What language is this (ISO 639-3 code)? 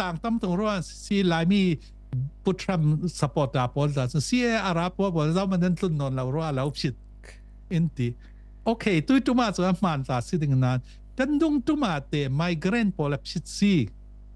cfm